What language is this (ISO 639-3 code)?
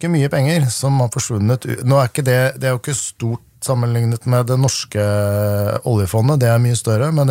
nor